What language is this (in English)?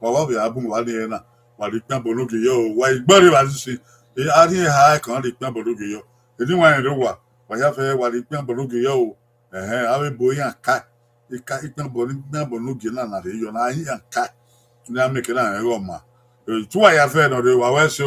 Bini